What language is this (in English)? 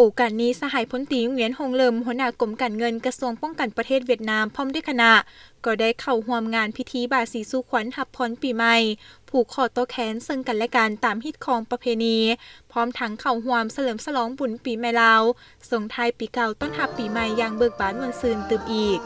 Lao